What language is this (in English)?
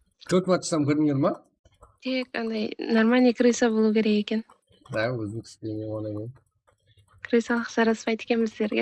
Kara-Kalpak